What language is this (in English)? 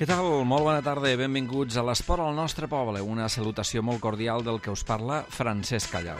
Catalan